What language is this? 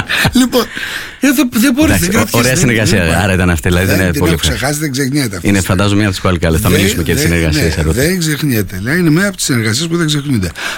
Greek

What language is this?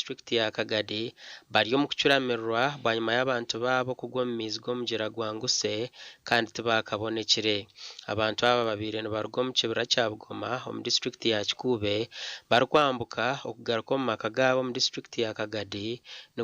Nyankole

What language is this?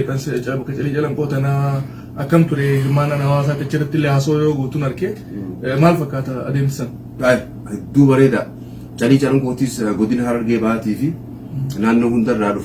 Oromo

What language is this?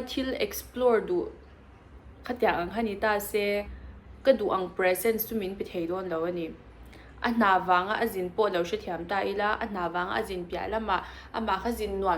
Mizo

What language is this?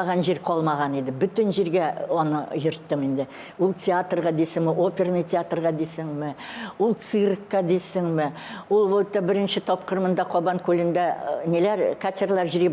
Tatar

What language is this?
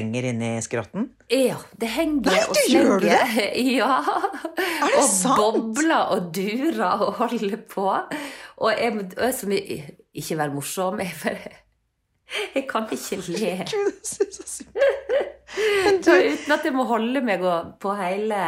Norwegian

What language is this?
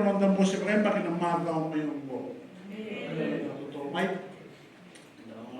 Fijian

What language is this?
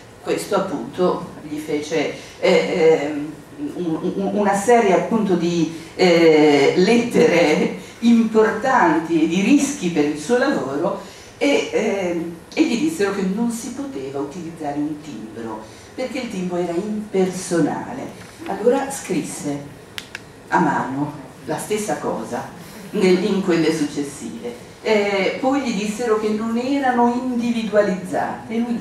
Italian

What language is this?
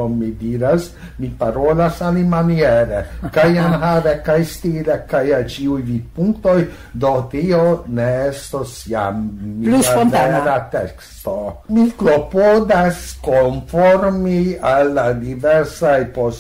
Esperanto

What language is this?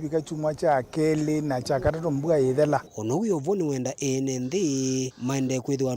Kamba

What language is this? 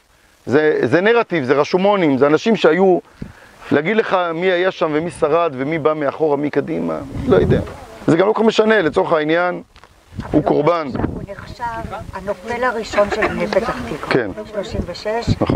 Hebrew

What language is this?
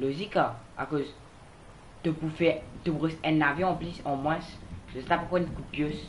Morisyen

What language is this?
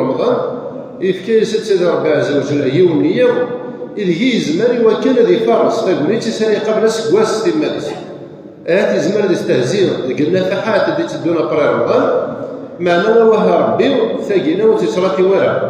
Kabyle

